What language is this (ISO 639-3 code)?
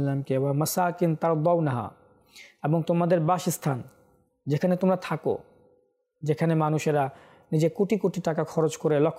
ben